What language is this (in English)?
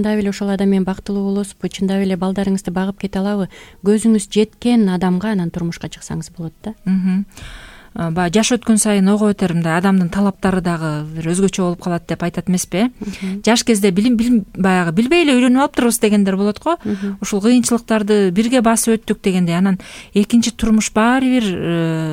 Kyrgyz